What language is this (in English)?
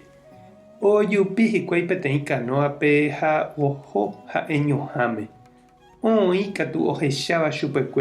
Guarani